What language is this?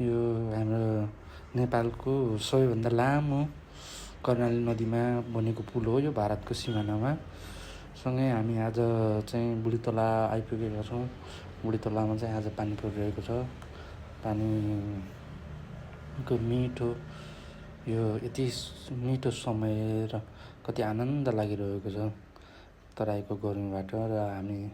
Nepali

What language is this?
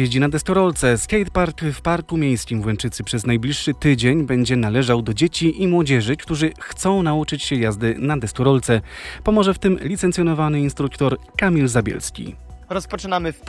Polish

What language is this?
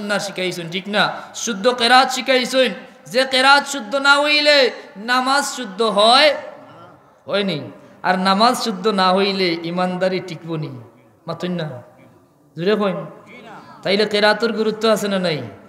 Sylheti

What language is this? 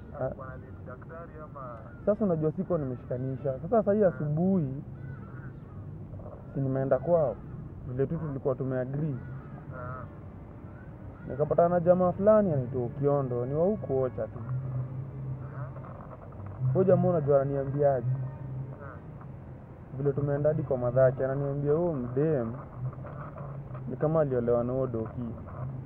Swahili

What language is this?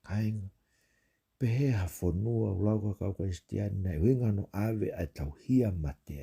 Tongan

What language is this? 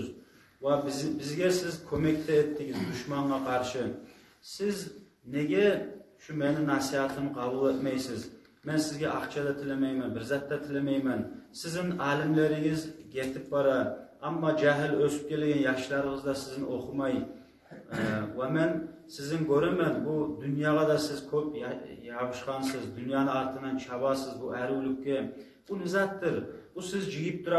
Kumyk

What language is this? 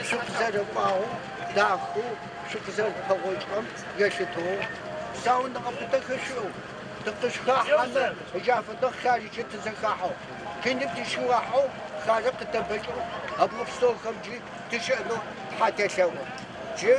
Adyghe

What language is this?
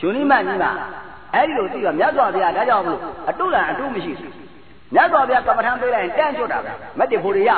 Burmese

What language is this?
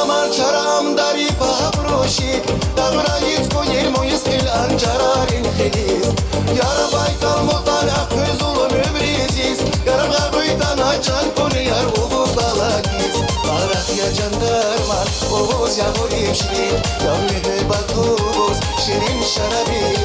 Tabassaran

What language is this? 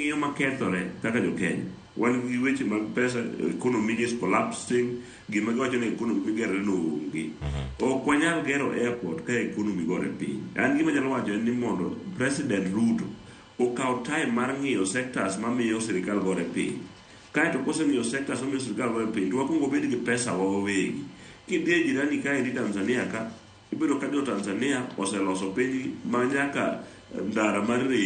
Luo (Kenya and Tanzania)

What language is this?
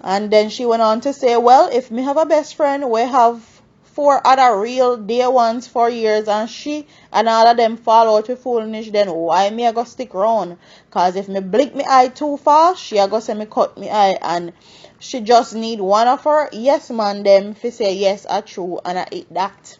Jamaican Creole English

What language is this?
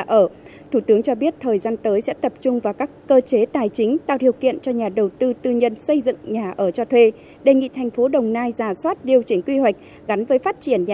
Vietnamese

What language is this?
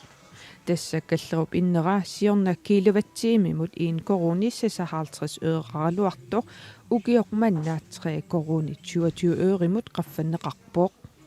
Kalaallisut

